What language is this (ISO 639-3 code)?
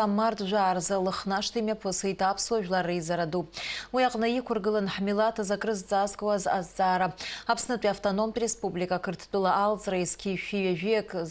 abk